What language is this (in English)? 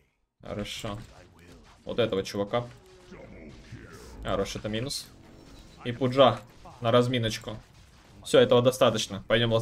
Russian